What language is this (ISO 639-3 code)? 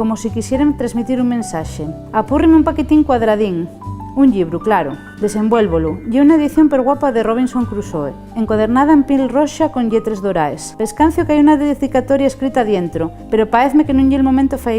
ast